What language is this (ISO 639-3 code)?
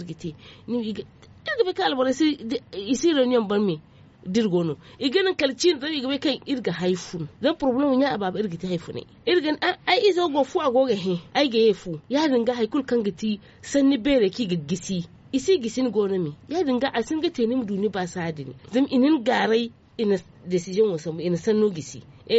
dje